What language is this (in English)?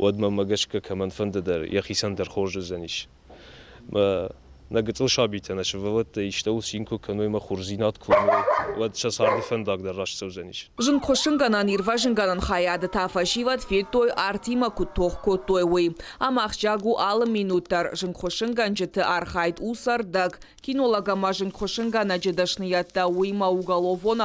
Ossetic